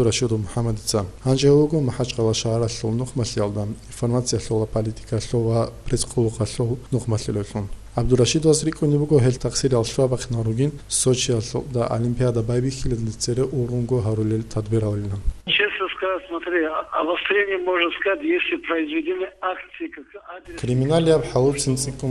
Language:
Avaric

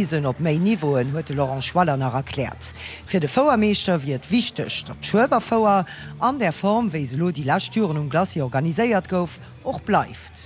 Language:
Luxembourgish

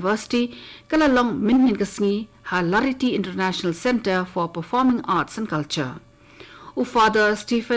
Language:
Khasi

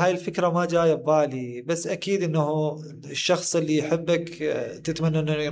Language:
Mesopotamian Arabic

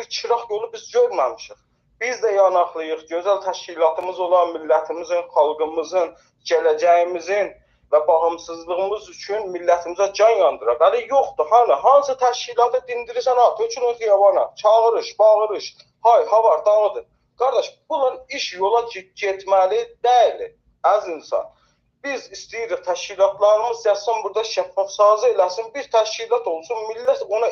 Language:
South Azerbaijani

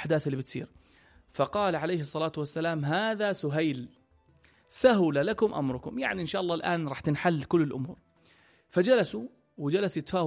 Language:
North Levantine Arabic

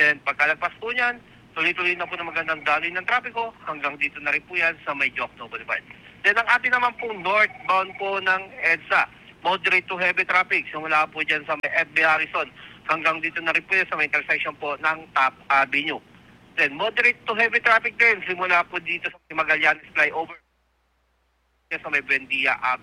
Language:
Filipino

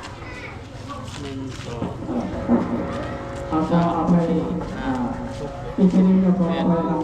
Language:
Lao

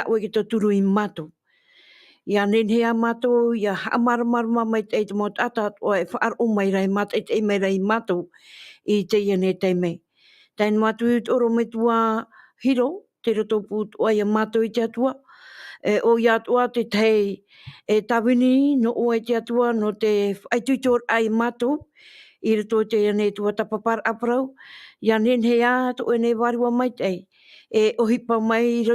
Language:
Tahitian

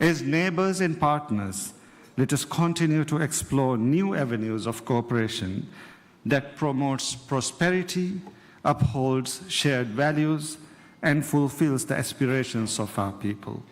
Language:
Divehi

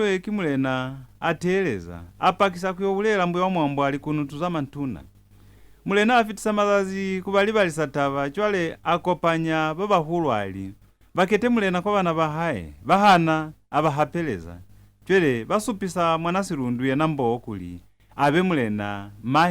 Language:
Lozi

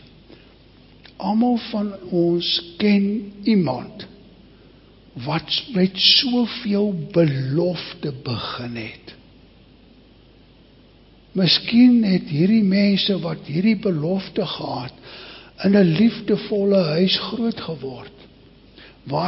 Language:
Afrikaans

